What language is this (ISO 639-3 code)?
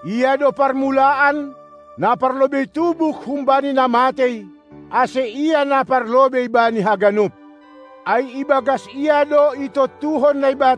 bts